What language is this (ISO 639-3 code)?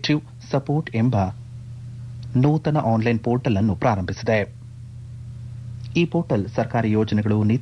kan